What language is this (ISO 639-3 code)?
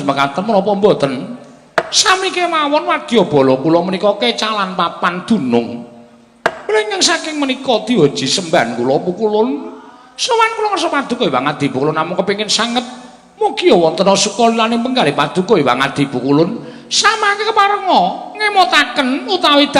jav